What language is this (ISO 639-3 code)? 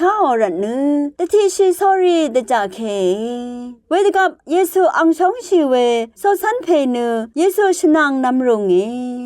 raw